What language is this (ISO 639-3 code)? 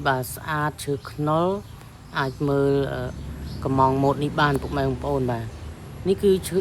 khm